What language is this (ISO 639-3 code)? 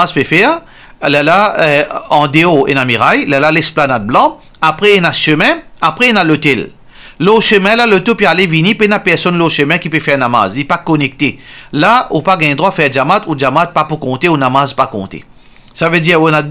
mfe